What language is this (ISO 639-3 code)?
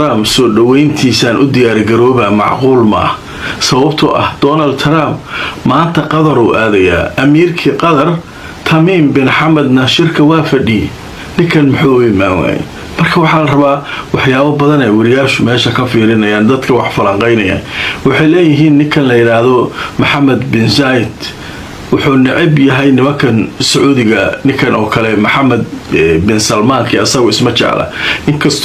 som